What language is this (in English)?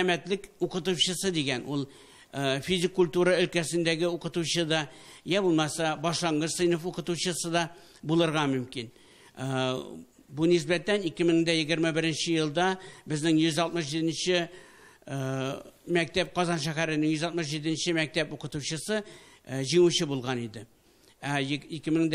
Tatar